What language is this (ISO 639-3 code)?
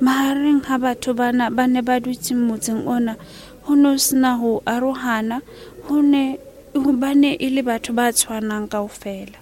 sot